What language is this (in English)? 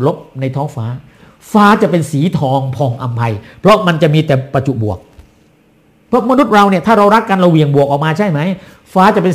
Thai